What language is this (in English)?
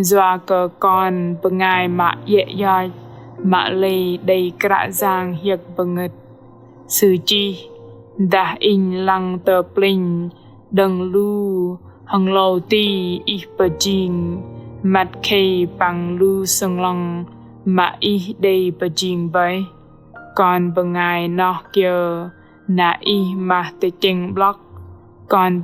Bahnar